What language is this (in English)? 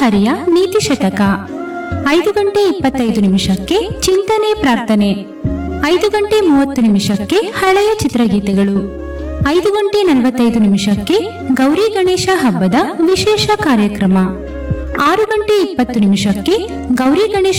Kannada